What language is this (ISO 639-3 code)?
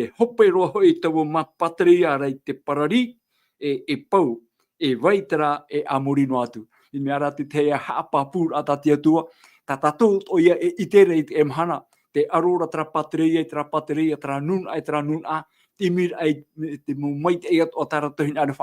tah